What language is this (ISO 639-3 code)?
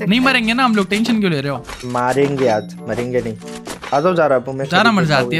hin